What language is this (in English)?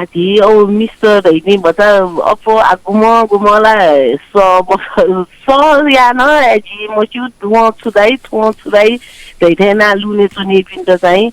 Newari